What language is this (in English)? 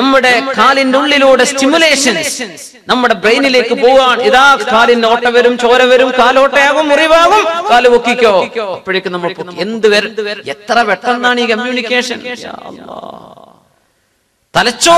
Malayalam